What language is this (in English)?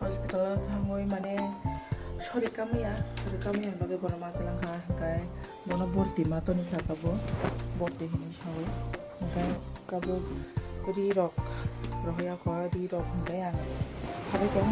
Kok Borok